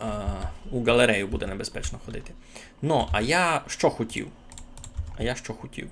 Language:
Rusyn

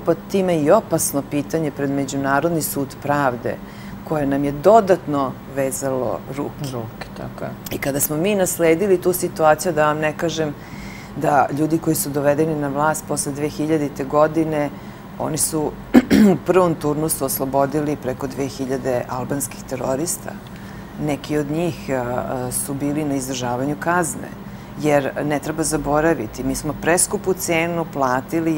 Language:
Serbian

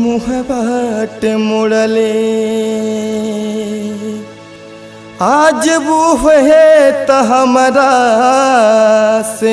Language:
Bhojpuri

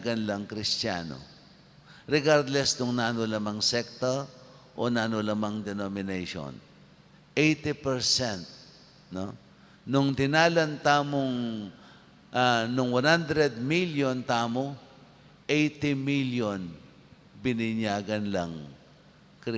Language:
Pampanga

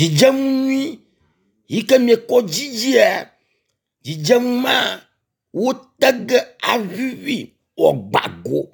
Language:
Ewe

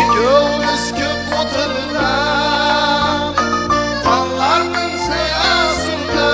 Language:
Kara-Kalpak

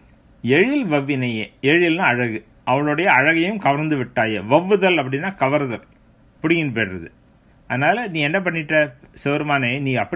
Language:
Tamil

